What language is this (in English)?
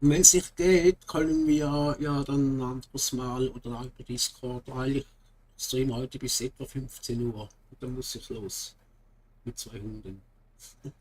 Swiss German